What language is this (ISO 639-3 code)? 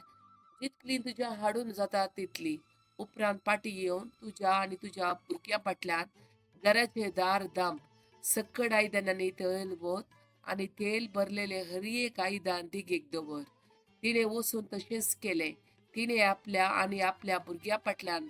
kok